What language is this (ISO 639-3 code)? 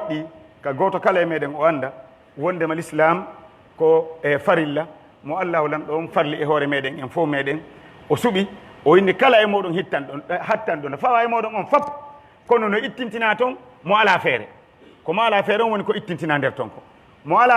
fuf